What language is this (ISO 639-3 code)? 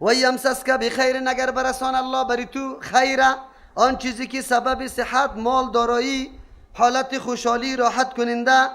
fas